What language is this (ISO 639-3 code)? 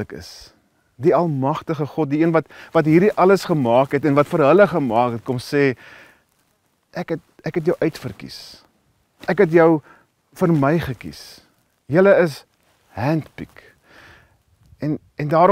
afr